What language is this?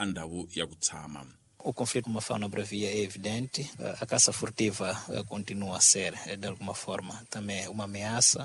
Tsonga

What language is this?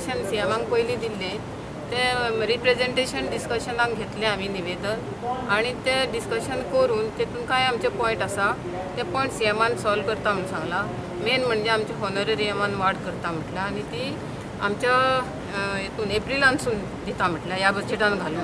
Konkani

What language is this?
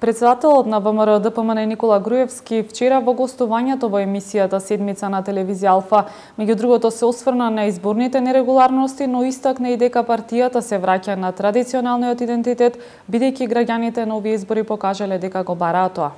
Macedonian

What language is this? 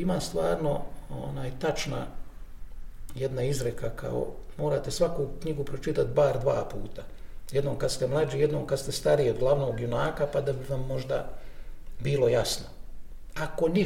Bosnian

